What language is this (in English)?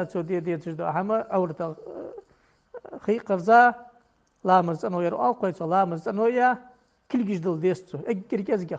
Ingush